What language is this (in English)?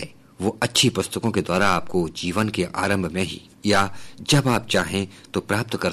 Hindi